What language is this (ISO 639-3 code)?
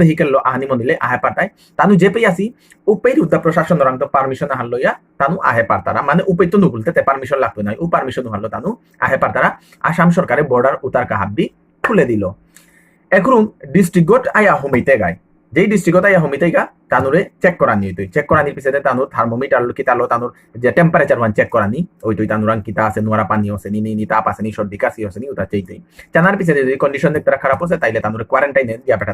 bpy